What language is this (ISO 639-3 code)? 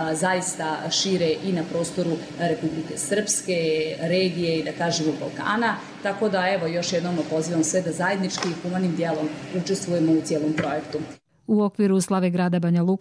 hrv